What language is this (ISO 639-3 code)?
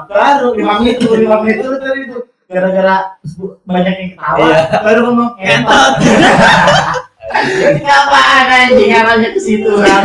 ind